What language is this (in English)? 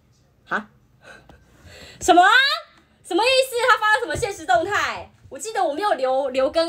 Chinese